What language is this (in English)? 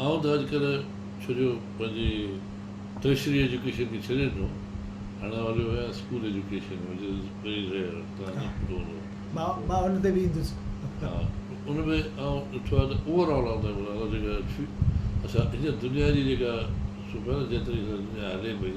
Sindhi